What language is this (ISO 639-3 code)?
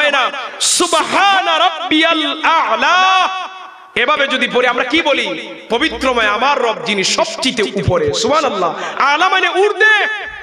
ben